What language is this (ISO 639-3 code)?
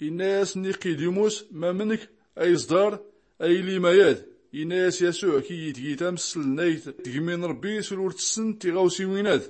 shi